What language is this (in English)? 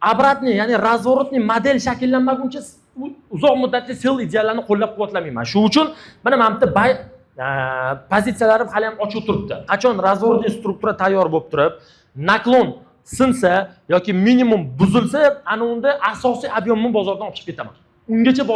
Uzbek